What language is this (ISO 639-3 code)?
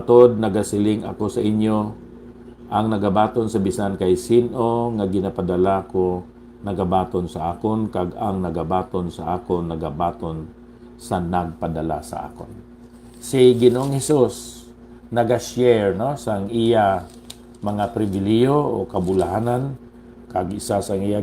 hil